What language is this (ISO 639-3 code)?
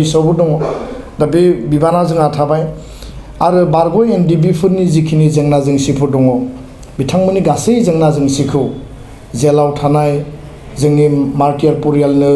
brx